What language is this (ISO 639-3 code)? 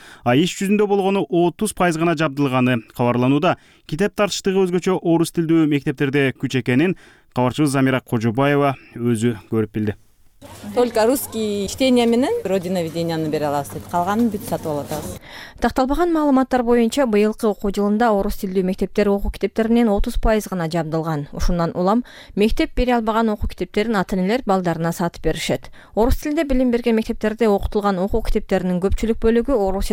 kir